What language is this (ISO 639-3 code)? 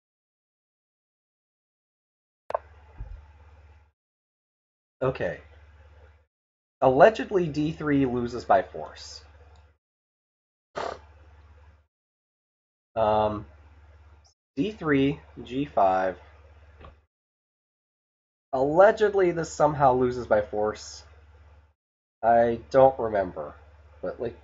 eng